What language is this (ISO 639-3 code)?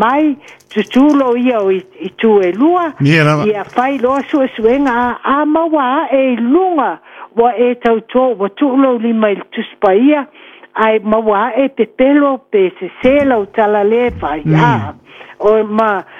smo